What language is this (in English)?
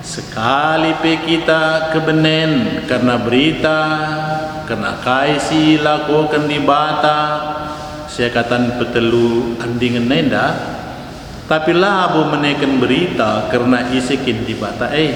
Batak Karo